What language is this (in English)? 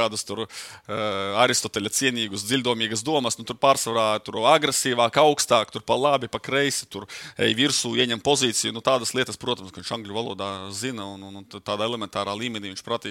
Latvian